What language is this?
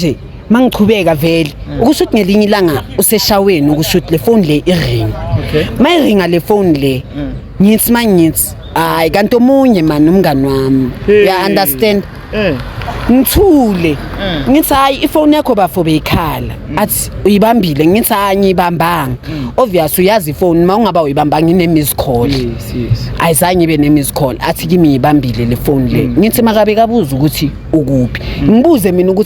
Zulu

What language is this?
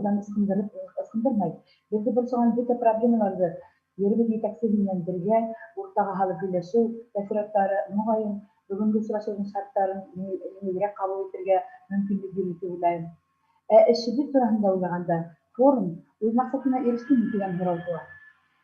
Bashkir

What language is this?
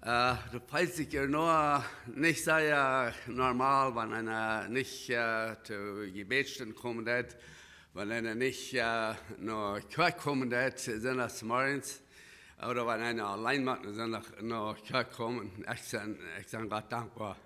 Plautdietsch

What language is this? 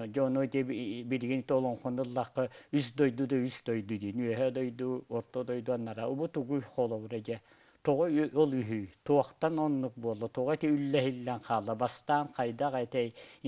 Yakut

